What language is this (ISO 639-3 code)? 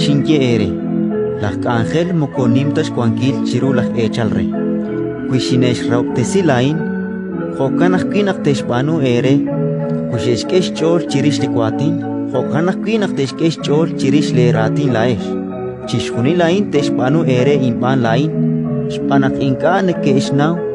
kek